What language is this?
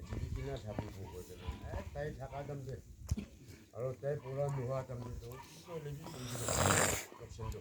Naga Pidgin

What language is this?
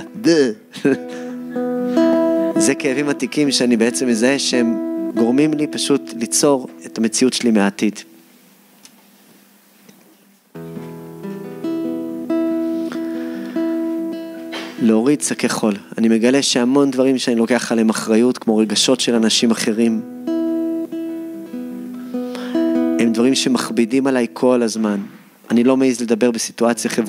Hebrew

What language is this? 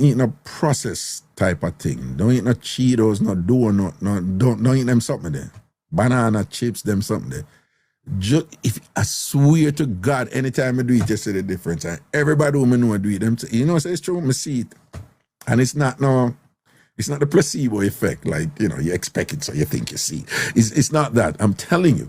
Jamaican Creole English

